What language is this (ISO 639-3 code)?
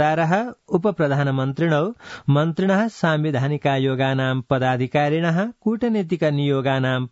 san